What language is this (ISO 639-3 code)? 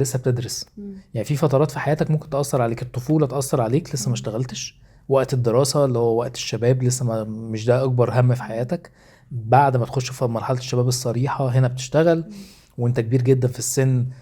arz